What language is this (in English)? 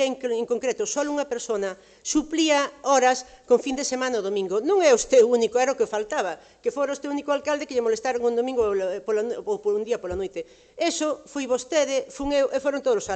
Galician